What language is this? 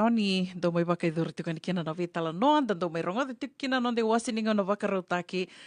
Fijian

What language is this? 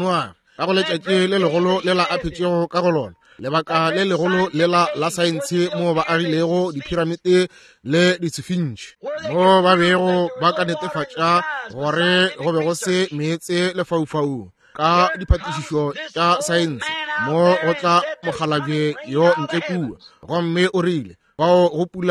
Northern Sotho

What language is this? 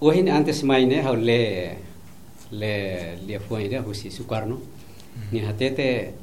Tetum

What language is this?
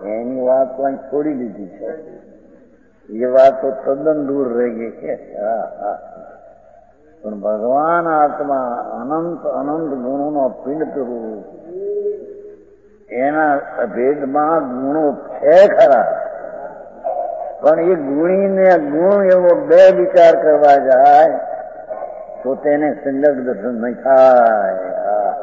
Gujarati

